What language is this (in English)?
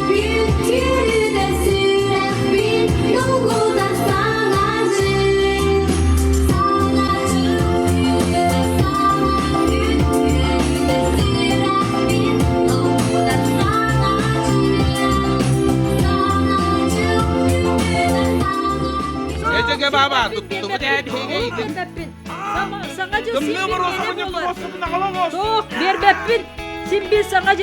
Yakut